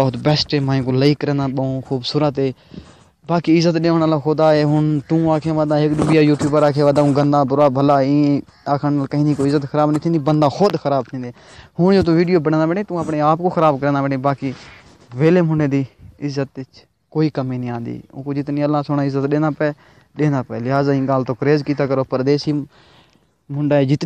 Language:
Saraiki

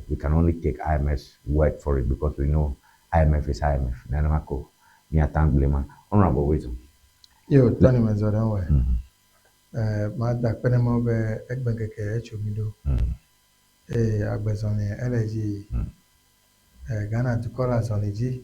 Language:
Ewe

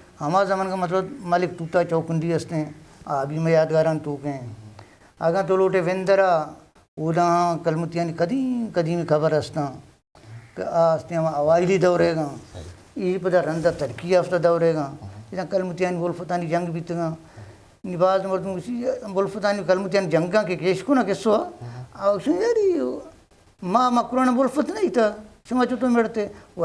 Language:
Eastern Balochi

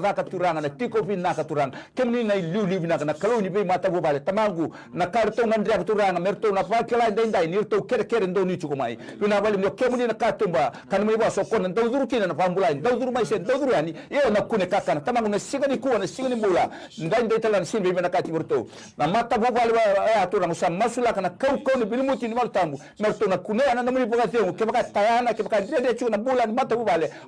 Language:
Fijian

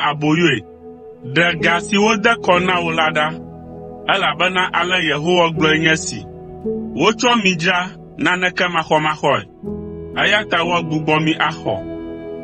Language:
Ewe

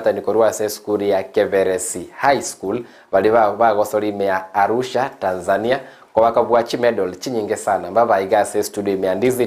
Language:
Gusii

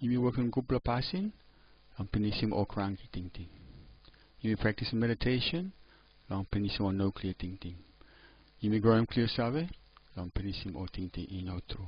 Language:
Tok Pisin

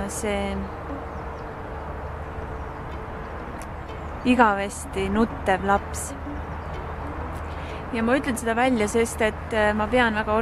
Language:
Estonian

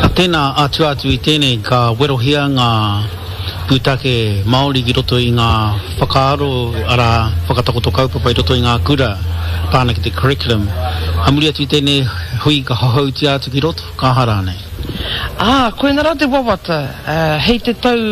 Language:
Māori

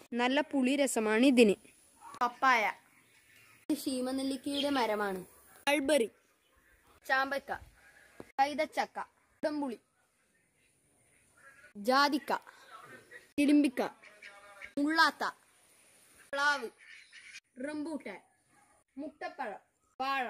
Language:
Malayalam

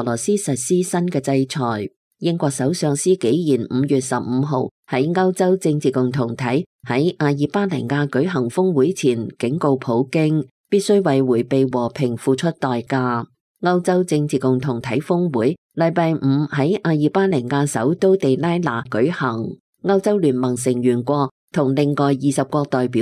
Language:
Cantonese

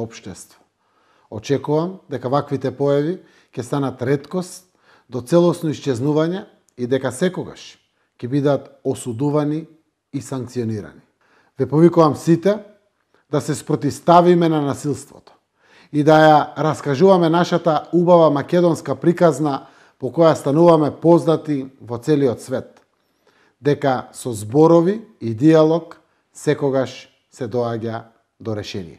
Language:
Macedonian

